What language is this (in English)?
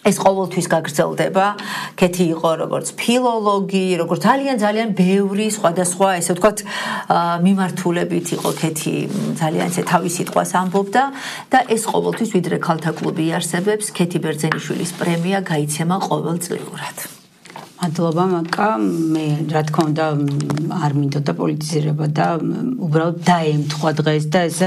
Georgian